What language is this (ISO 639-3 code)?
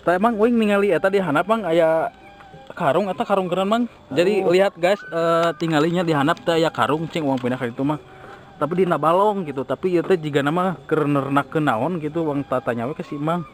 sun